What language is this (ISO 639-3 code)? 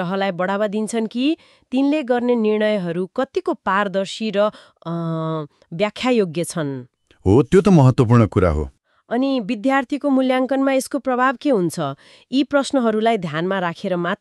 nep